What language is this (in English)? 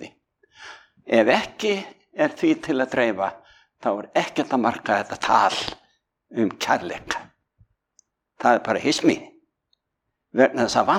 Icelandic